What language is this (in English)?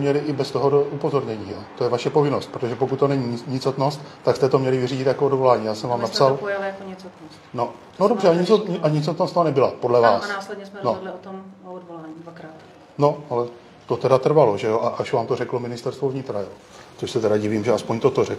Czech